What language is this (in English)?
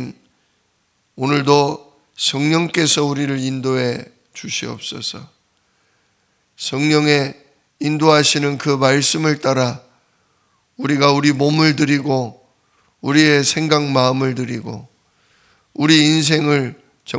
Korean